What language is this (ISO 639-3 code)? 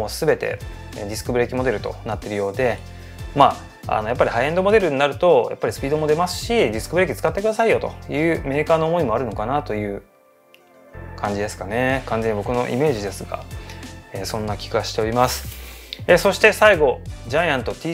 jpn